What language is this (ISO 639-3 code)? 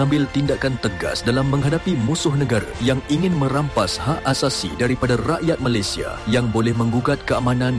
msa